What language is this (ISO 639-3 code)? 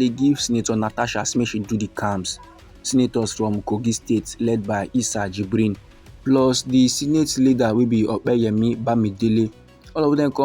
pcm